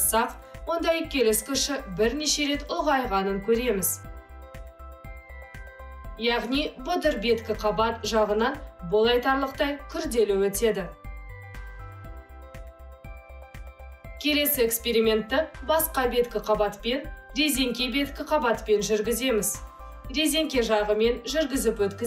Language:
Kazakh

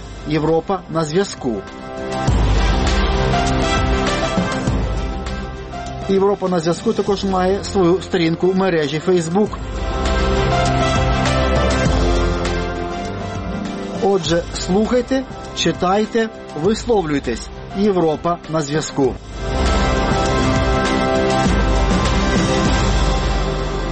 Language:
Ukrainian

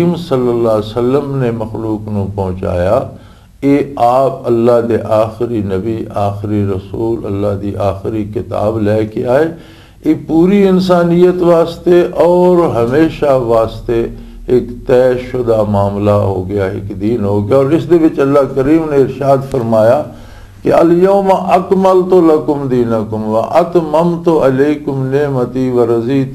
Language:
Western Panjabi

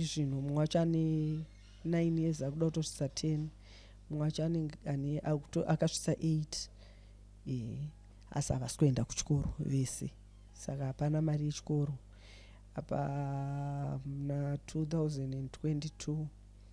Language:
Shona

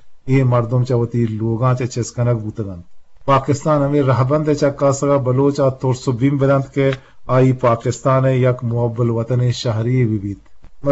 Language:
Eastern Balochi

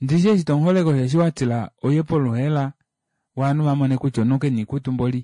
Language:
Kuanyama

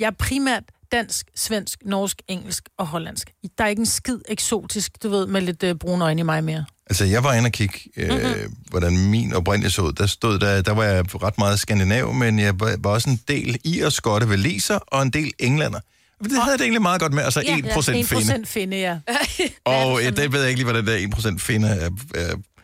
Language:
Danish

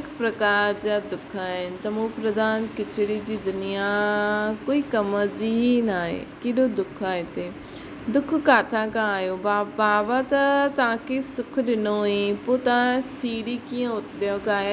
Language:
Sindhi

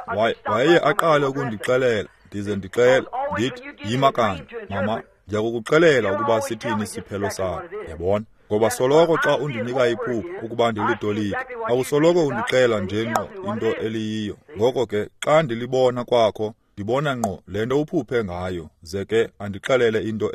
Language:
Xhosa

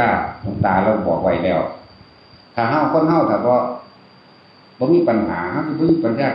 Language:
Northeastern Thai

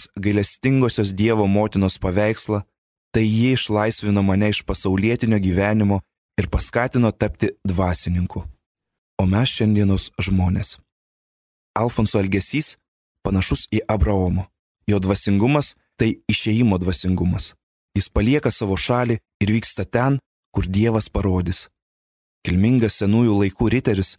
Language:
Lithuanian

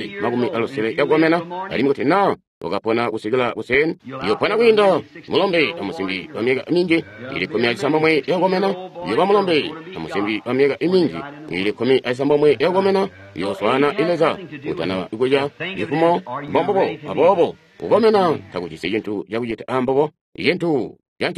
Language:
Tonga (Zambia)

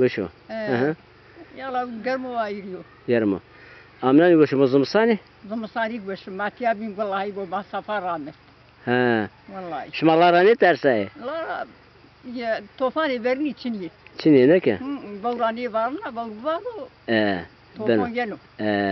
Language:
Zaza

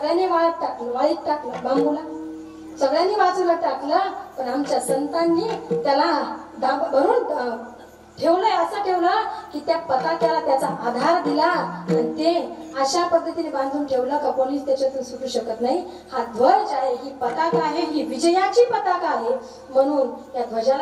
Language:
Marathi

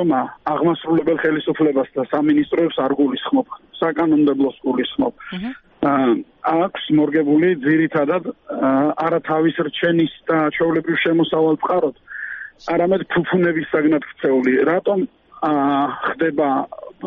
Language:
Georgian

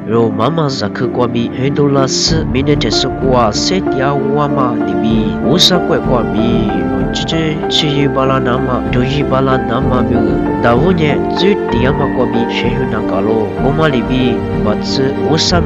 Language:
Lisu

